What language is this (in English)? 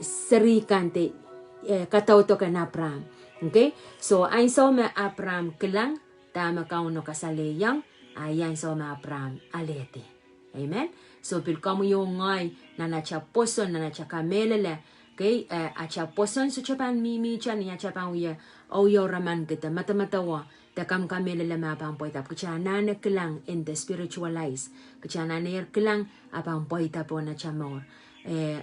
Pohnpeian